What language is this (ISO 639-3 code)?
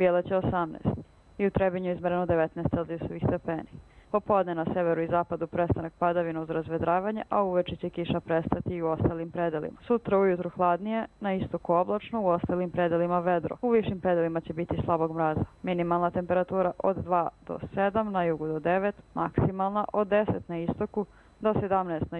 hrv